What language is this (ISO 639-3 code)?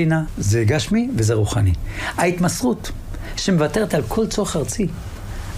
heb